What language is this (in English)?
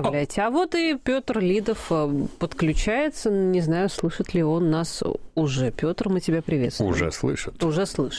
Russian